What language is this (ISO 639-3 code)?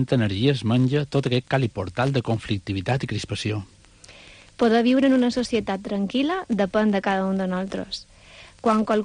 cat